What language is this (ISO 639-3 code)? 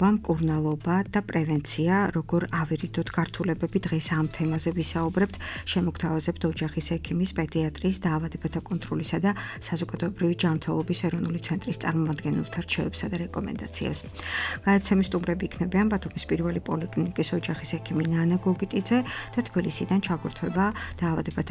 kat